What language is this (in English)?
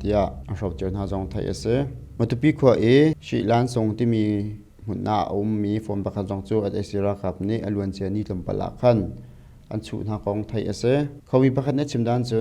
Hakha Chin